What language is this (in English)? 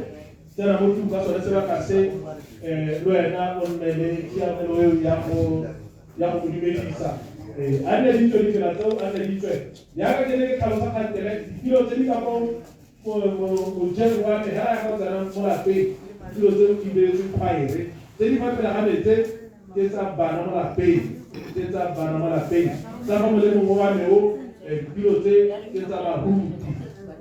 Tswana